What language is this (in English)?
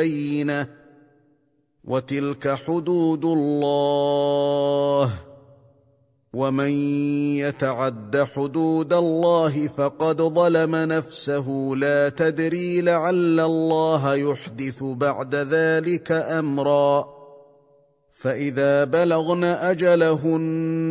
Arabic